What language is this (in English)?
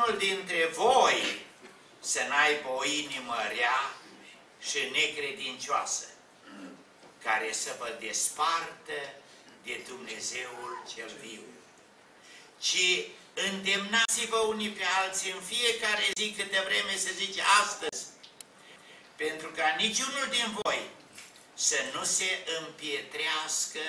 Romanian